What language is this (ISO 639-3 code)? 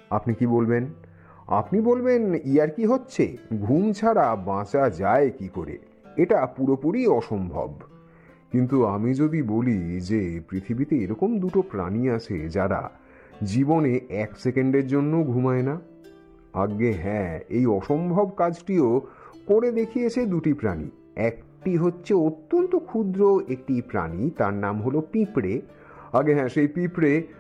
ben